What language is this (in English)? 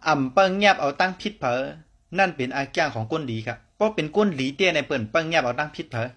Shan